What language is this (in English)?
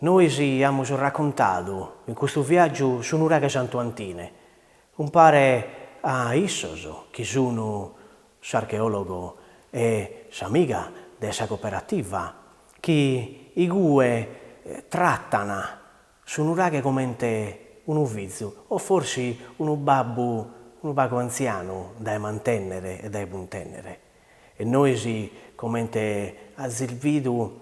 Sardinian